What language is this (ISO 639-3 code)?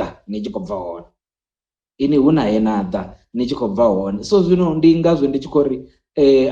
ven